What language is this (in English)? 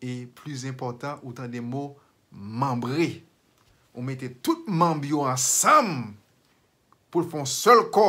Haitian Creole